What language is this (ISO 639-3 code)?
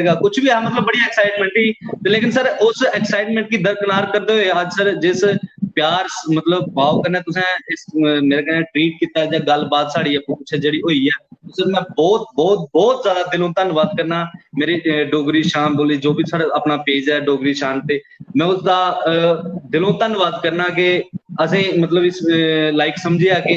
doi